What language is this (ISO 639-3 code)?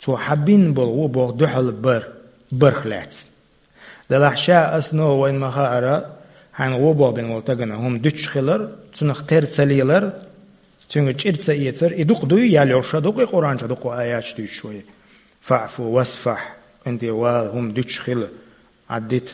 che